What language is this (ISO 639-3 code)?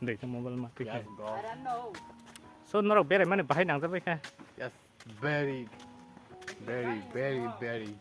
trp